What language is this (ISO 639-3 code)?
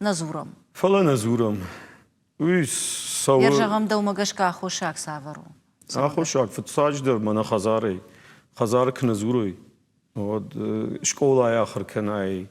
oss